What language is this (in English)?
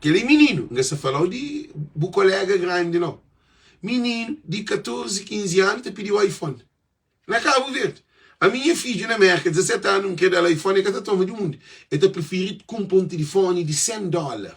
Kabuverdianu